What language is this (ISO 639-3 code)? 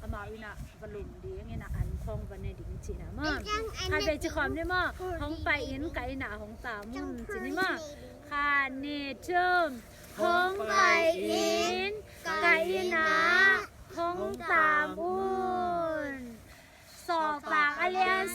ctd